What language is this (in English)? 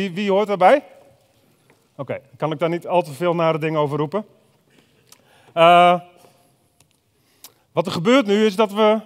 Dutch